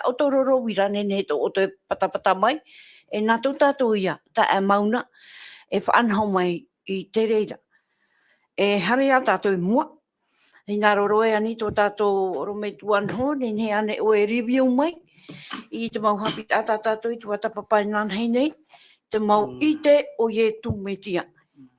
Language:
Tahitian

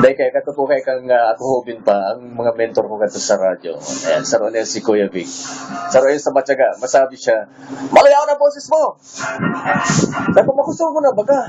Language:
Bikol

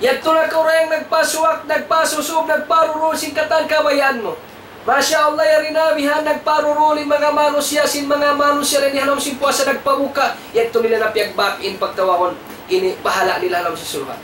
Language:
Tausug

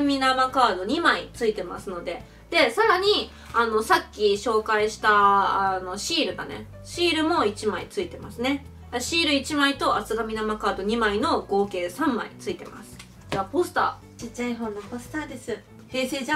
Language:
Japanese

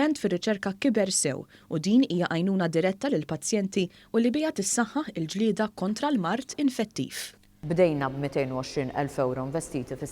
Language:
Maltese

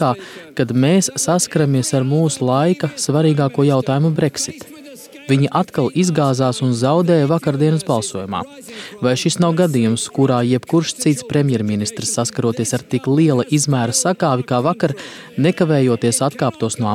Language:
Latvian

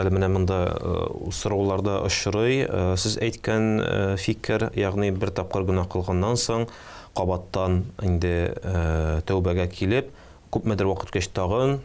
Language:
Tatar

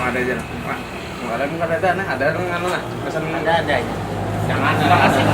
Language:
Banjar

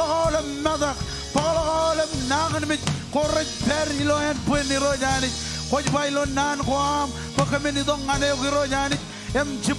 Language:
Marshallese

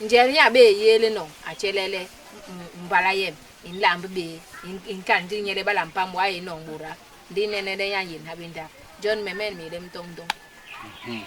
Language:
Basaa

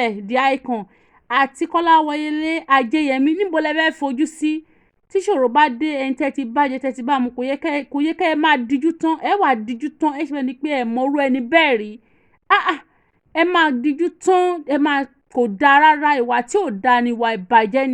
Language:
Yoruba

